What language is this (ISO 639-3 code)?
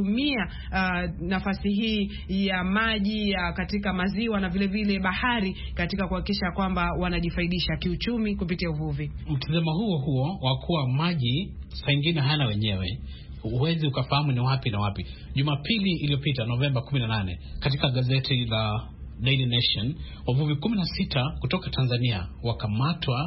swa